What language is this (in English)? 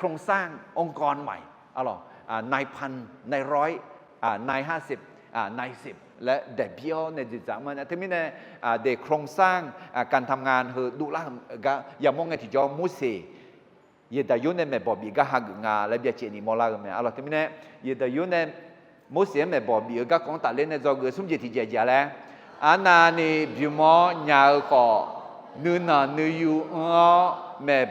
Akha